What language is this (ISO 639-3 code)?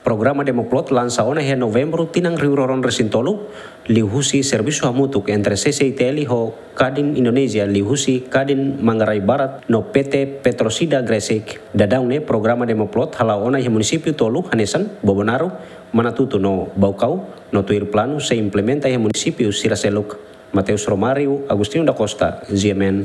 tet